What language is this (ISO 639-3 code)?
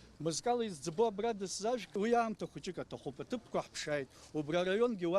abk